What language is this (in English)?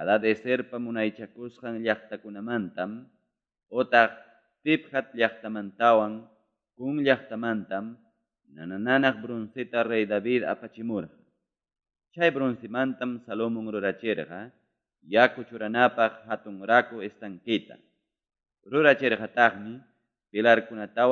Ayacucho Quechua